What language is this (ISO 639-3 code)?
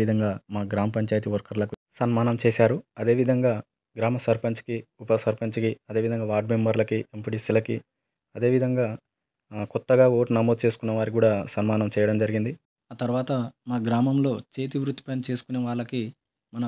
tel